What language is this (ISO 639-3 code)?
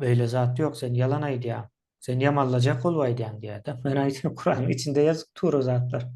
tuk